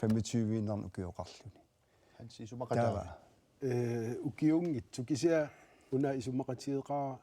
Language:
Kalaallisut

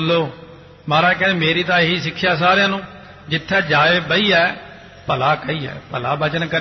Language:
Punjabi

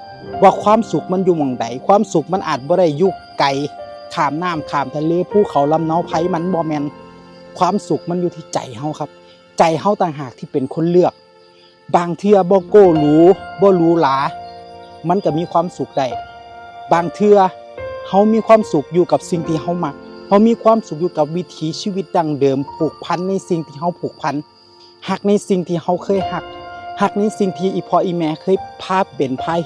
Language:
Northeastern Thai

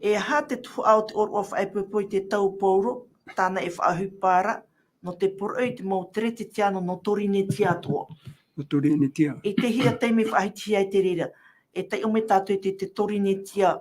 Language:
Tahitian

